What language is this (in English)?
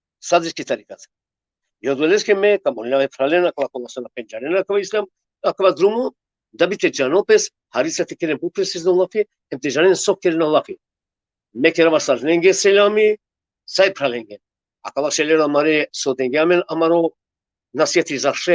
Balkan Romani